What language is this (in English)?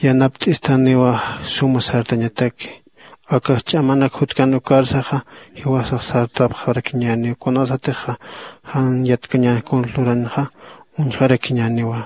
Aymara